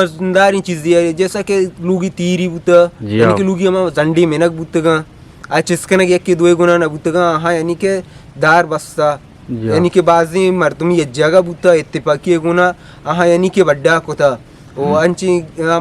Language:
Eastern Balochi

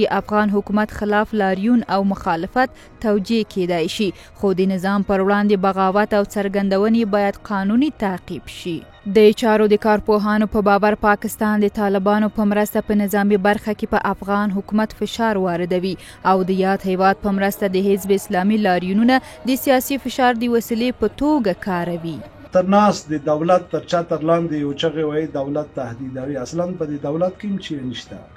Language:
Pashto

